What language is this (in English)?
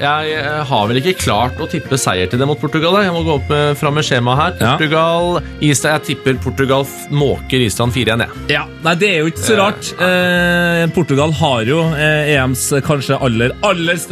Norwegian